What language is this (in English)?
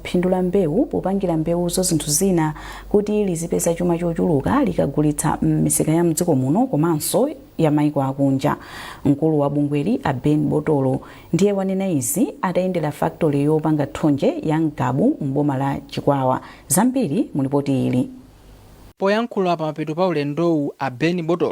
Nyanja